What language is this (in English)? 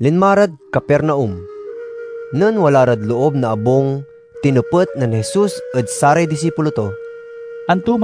Pangasinan